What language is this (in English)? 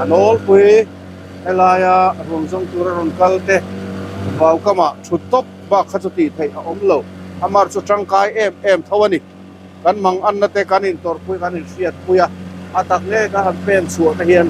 Mizo